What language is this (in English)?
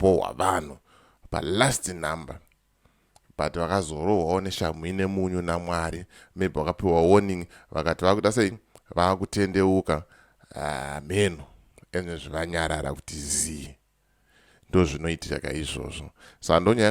Shona